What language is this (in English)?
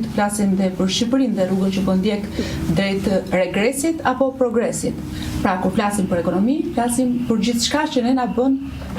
Albanian